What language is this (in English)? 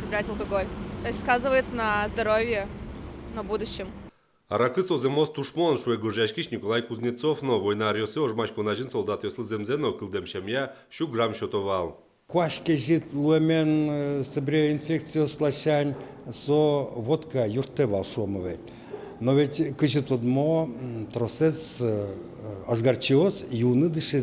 Udmurt